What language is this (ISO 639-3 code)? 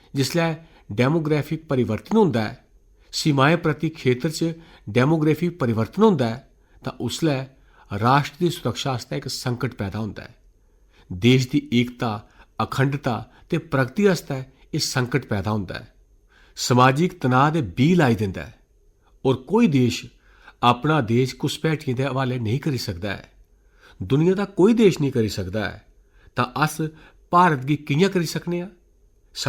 doi